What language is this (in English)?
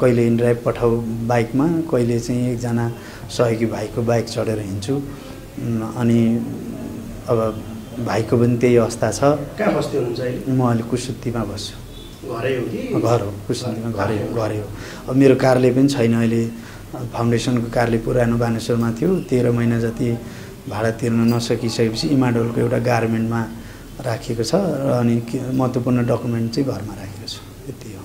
Nepali